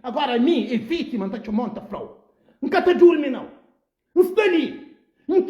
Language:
Kabuverdianu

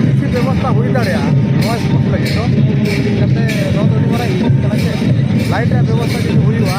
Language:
Santali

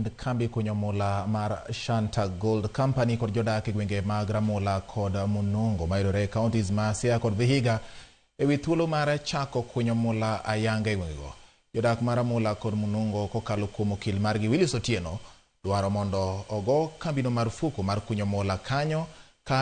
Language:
Luo (Kenya and Tanzania)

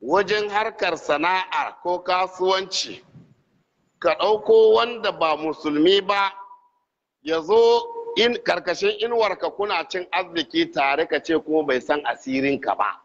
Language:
Hausa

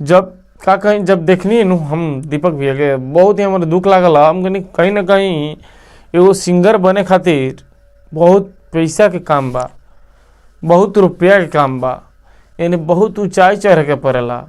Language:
Bhojpuri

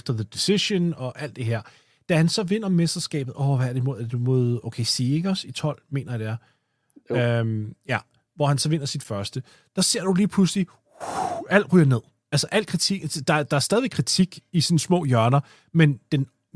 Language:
Danish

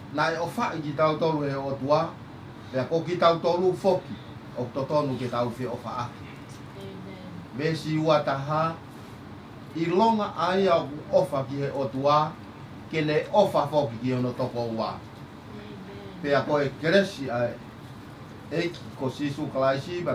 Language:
Tongan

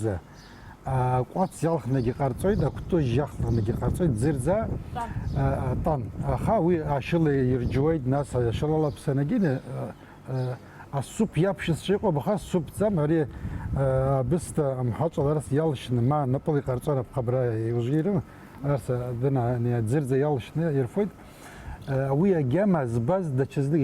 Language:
Abkhazian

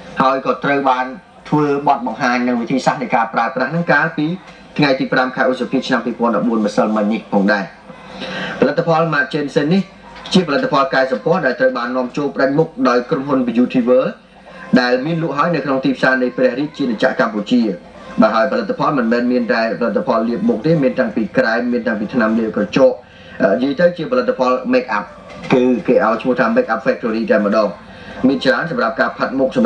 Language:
Khmer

